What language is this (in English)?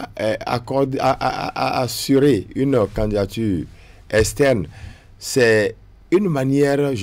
French